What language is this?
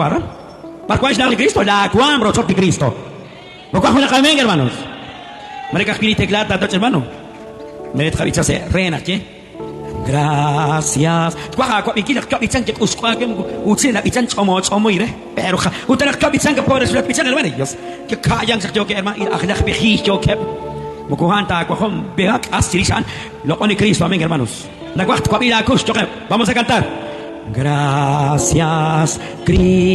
Kekchí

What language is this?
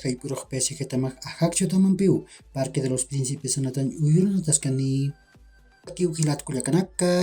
Aymara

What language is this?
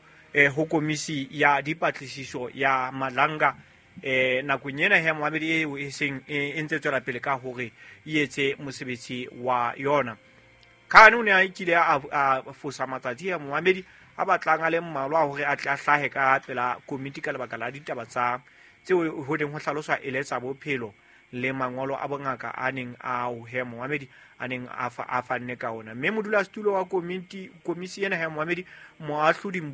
Southern Sotho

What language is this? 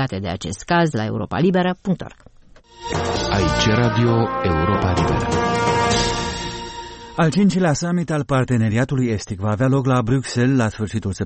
Romanian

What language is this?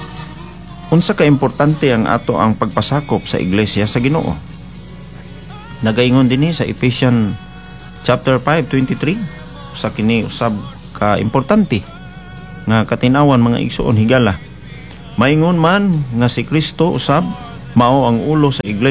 Cebuano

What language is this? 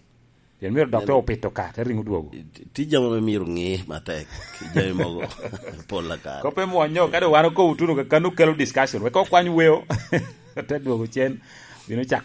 Lango (Uganda)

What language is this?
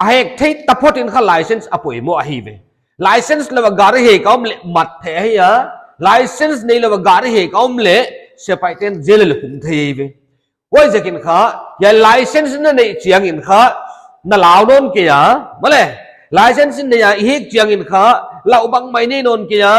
Paite Chin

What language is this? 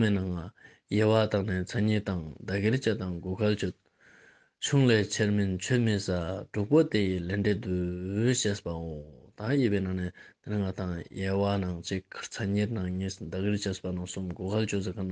Ladakhi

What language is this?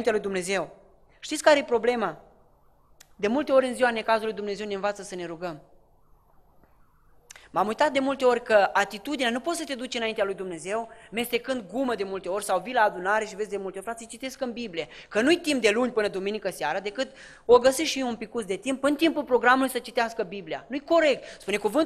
Romanian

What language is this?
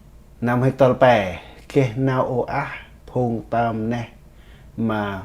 Central Mnong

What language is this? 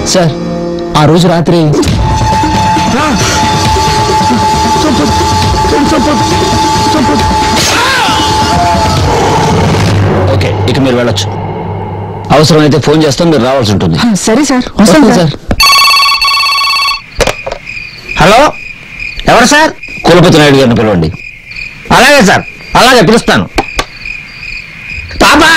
Telugu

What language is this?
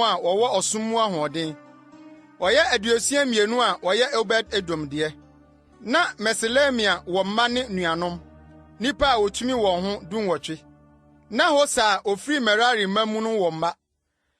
Akan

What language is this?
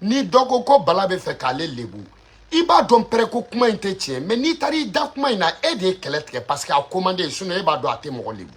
Bambara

